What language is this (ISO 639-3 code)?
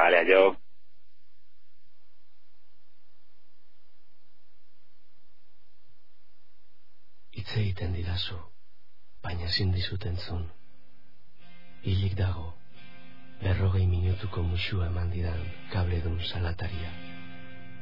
eus